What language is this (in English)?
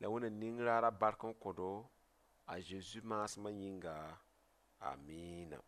Mossi